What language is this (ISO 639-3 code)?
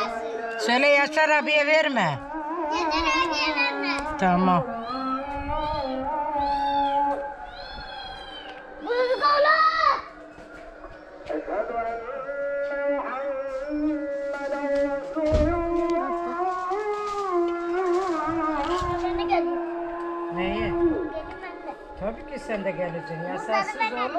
tur